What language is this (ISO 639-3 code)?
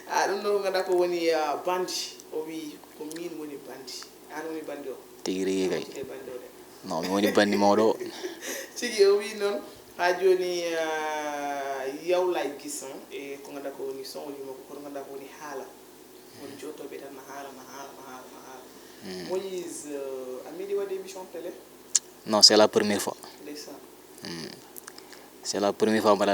ful